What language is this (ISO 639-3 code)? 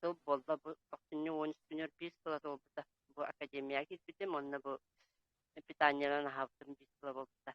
sah